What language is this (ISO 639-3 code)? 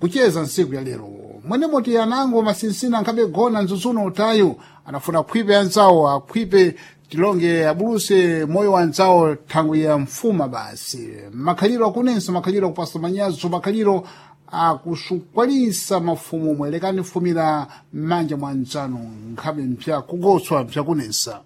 seh